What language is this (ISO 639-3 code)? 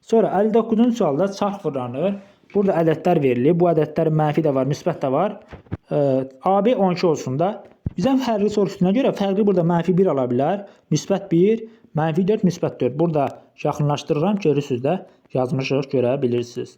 aze